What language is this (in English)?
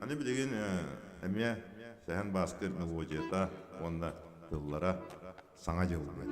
Yakut